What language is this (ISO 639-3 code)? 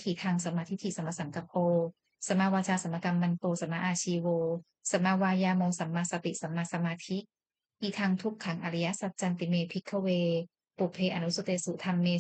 pli